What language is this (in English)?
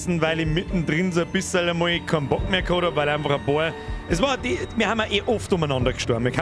Bavarian